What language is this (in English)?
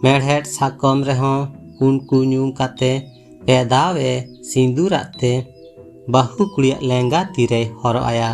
Santali